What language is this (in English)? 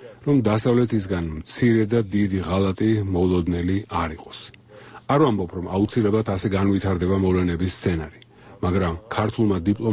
Georgian